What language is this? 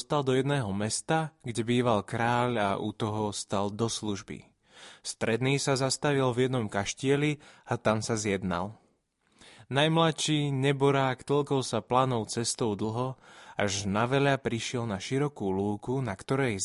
Slovak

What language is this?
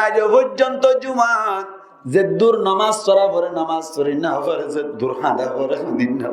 Rohingya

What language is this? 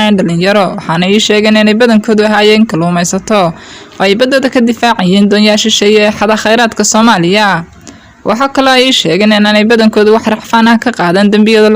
Somali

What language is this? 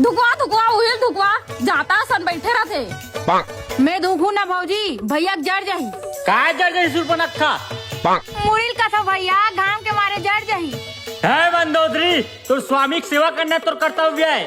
Chhattisgarhi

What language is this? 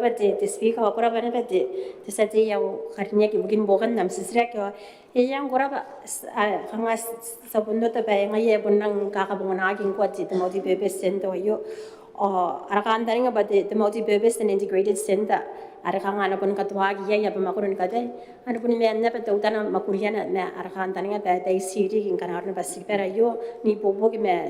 Gilbertese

